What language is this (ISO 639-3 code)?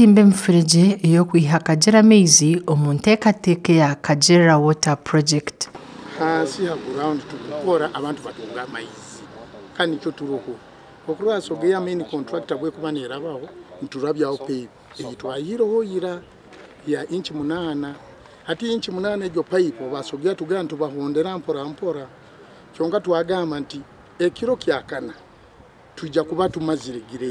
nyn